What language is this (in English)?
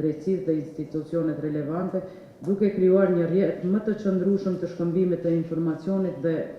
Albanian